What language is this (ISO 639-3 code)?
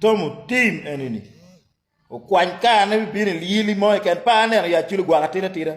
ach